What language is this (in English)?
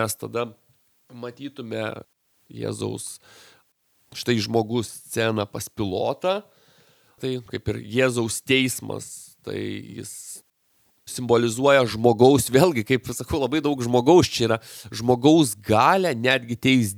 Lithuanian